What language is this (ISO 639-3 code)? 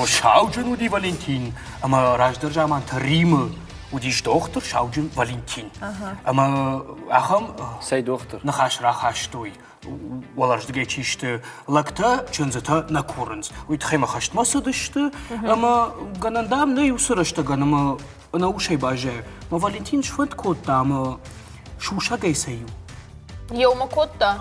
oss